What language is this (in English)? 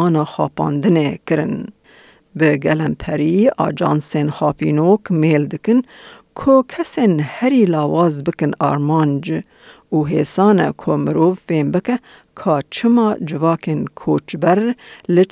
Kurdish